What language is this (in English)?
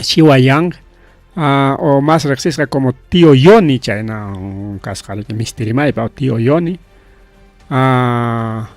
Ayacucho Quechua